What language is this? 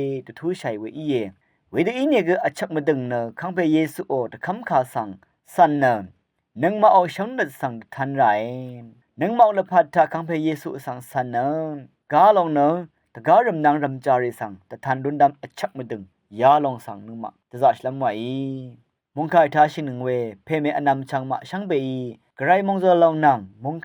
Rawang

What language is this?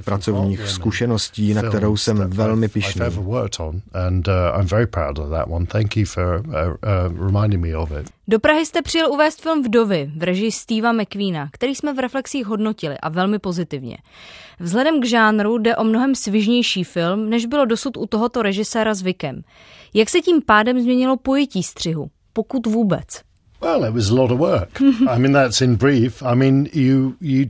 Czech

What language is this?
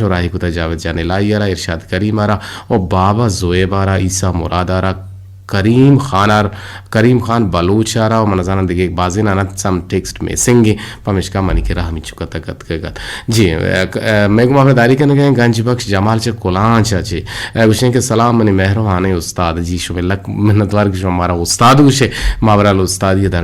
Eastern Balochi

